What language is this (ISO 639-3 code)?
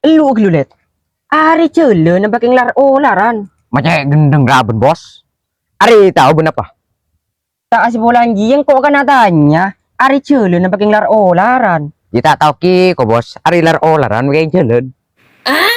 mad